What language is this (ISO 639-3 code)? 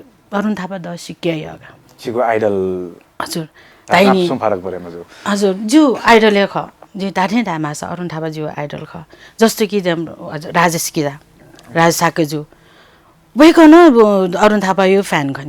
new